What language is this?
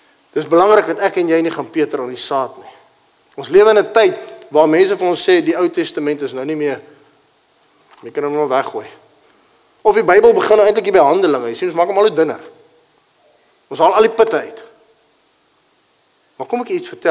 Afrikaans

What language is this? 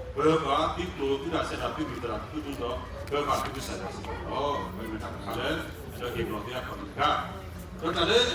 S'gaw Karen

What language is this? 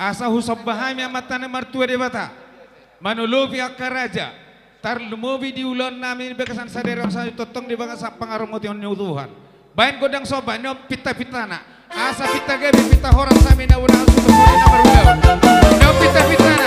Batak Toba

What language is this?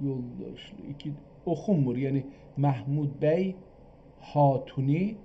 South Azerbaijani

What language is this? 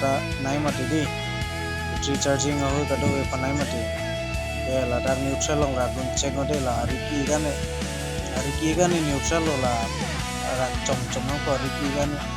Karbi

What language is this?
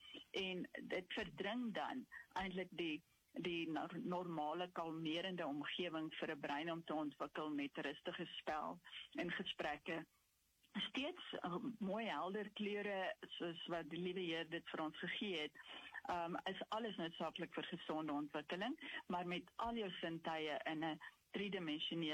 Afrikaans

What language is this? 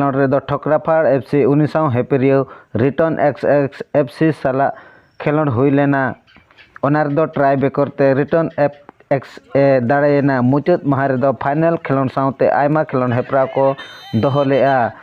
Santali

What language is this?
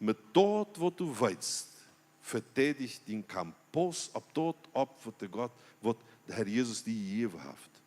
Plautdietsch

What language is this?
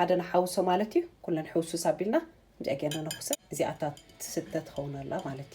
Tigrinya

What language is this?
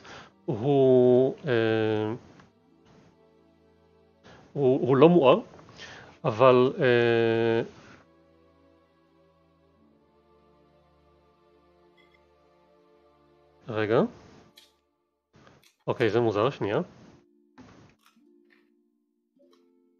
Hebrew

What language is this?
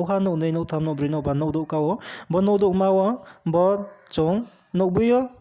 Riang (India)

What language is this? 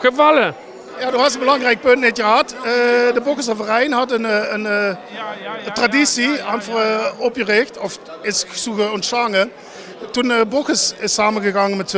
Limburgish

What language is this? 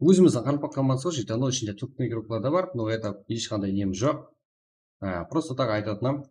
Kara-Kalpak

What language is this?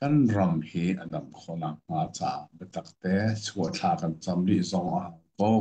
Hakha Chin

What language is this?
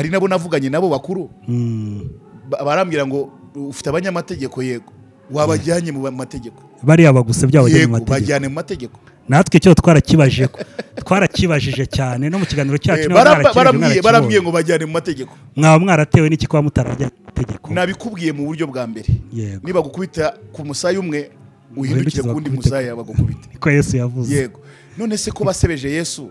Kinyarwanda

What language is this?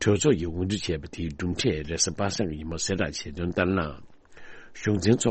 Tibetan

